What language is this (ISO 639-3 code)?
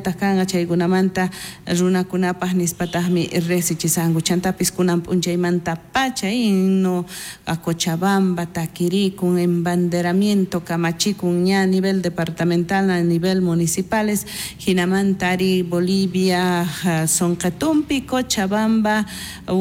quh